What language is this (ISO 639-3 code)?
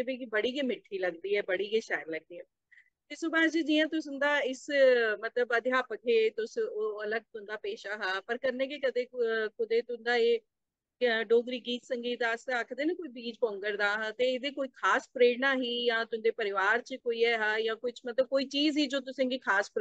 doi